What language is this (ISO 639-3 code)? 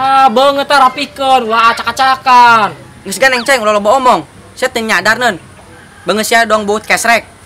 sun